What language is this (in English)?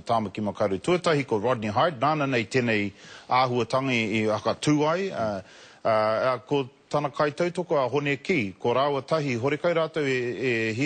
Māori